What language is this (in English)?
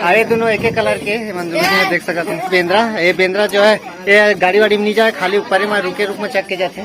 Chhattisgarhi